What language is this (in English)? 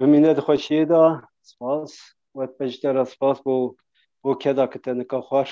Kurdish